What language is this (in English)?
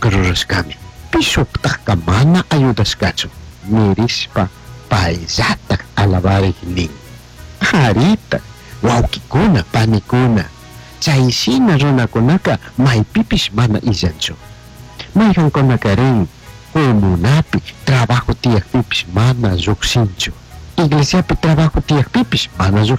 Chimborazo Highland Quichua